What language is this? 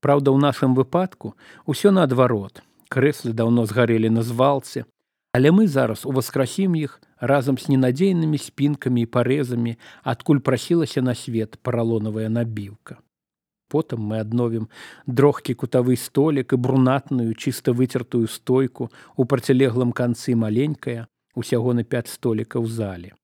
Belarusian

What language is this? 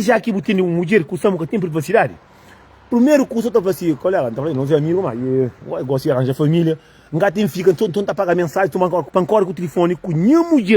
Kabuverdianu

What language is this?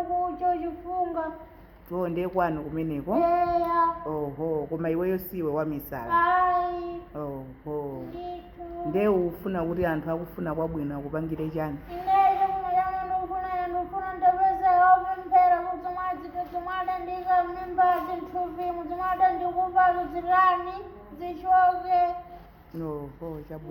Nyanja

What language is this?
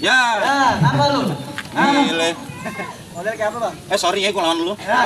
Betawi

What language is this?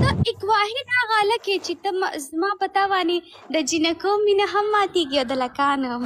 Pashto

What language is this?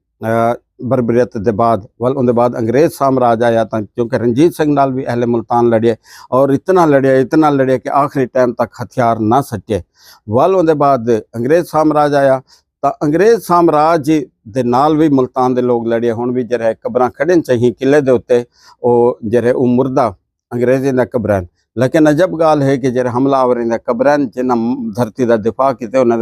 Saraiki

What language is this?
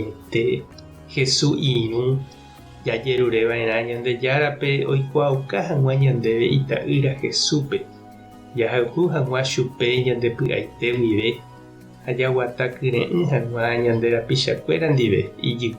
Guarani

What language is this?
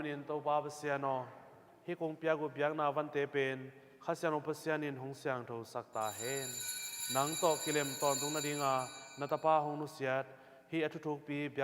Tedim Chin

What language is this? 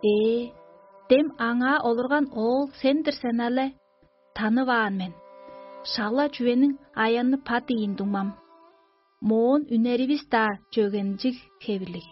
Tuvinian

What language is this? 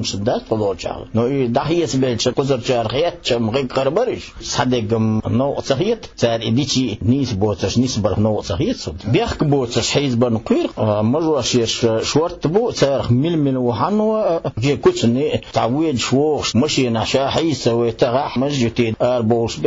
Chechen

